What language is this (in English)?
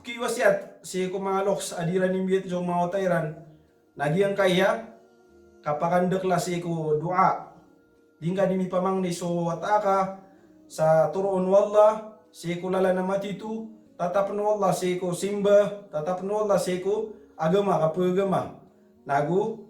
Maranao